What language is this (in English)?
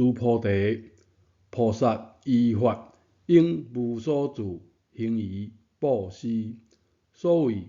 Min Nan Chinese